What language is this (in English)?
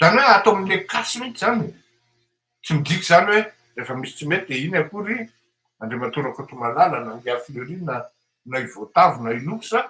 Malagasy